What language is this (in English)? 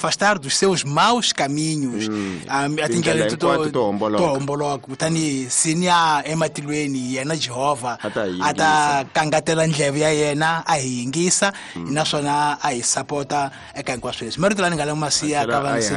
Tsonga